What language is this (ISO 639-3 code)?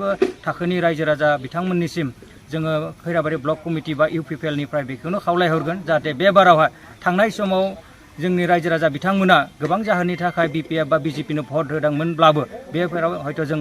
brx